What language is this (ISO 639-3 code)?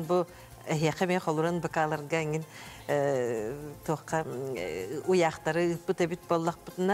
sah